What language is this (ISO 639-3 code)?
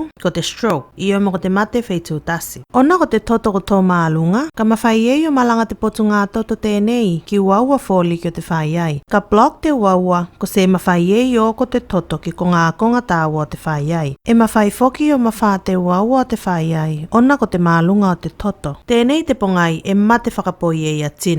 tvl